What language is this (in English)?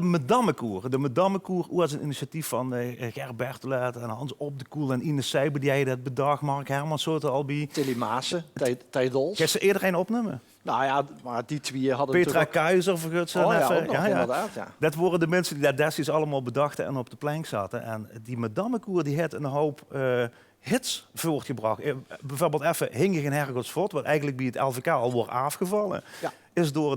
Limburgish